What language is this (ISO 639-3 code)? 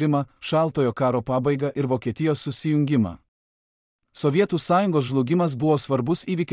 lit